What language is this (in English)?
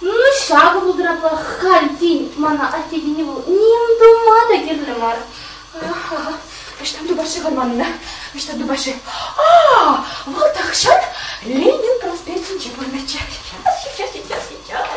Chuvash